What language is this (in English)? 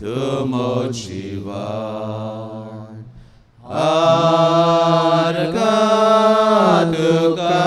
Konkani